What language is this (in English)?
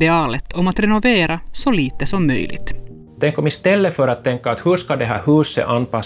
Swedish